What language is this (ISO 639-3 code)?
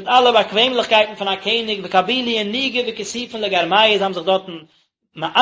yid